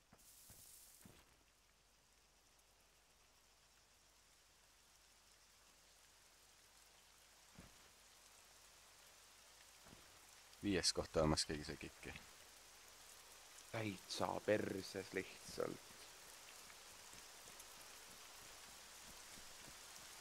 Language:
Estonian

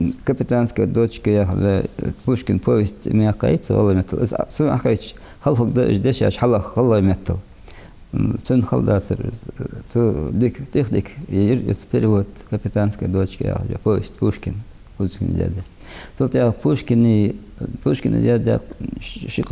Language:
Ingush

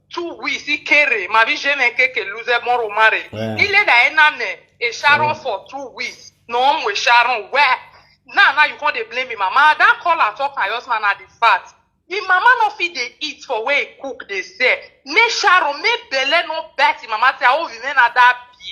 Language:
Nigerian Pidgin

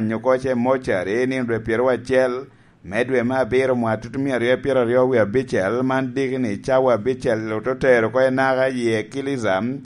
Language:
Lango (Uganda)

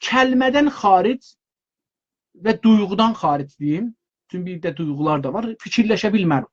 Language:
South Azerbaijani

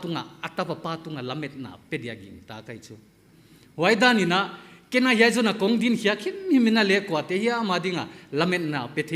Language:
Paite Chin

